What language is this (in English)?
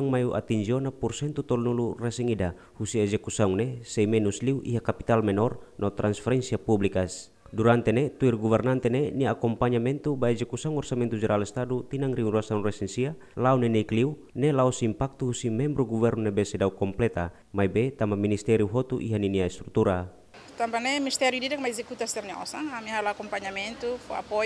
Tetum